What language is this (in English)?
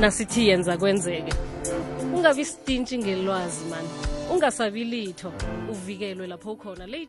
South Ndebele